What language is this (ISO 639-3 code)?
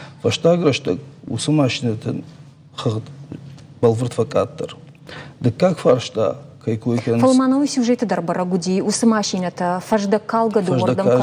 oss